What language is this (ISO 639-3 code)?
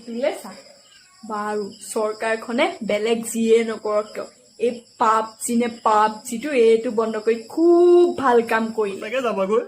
asm